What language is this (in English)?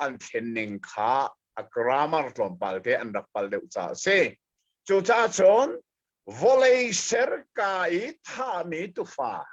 Hakha Chin